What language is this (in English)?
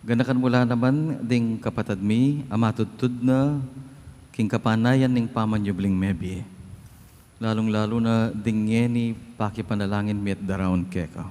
Pampanga